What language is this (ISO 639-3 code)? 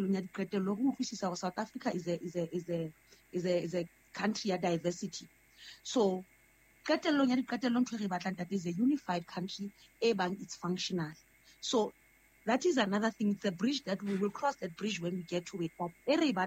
sot